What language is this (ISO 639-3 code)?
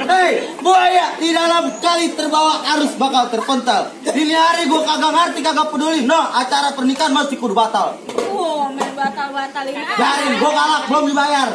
bew